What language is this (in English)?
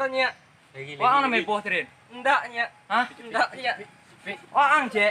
Minangkabau